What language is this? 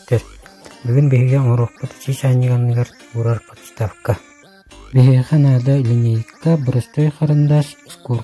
Yakut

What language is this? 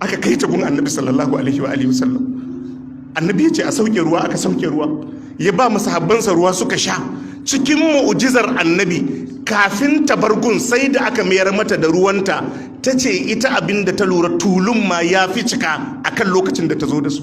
Hausa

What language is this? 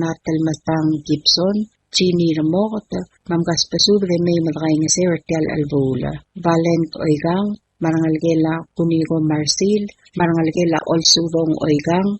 Palauan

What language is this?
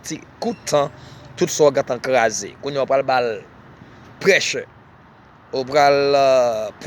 Haitian Creole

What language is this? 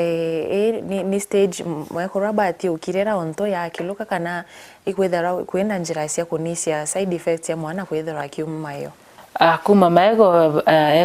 Meru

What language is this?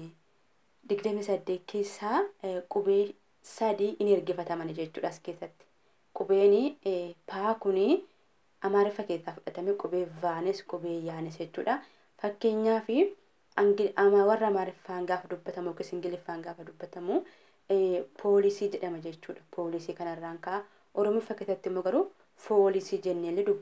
Oromo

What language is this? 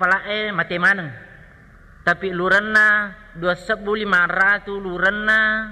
Buginese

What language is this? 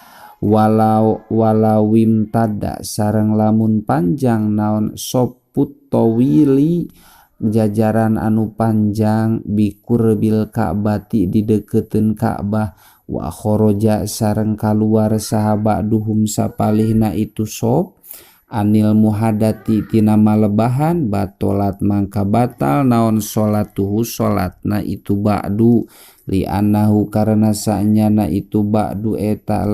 Sundanese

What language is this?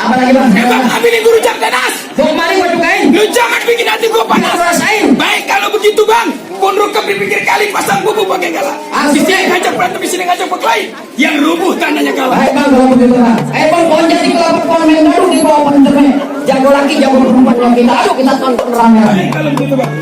Betawi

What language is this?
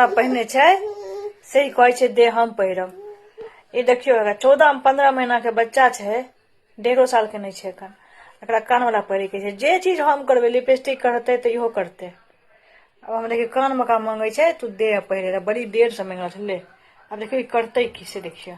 Maithili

